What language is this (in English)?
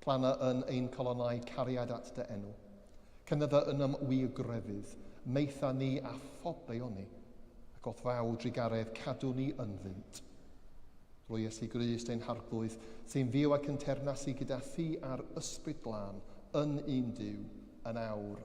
Welsh